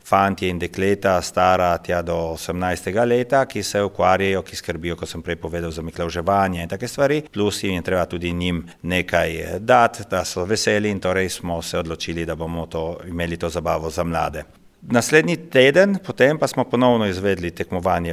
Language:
Slovenian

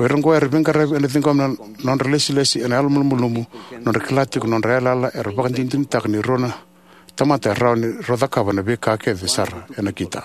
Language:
Fijian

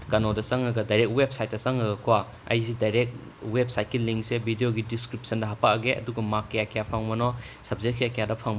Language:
Manipuri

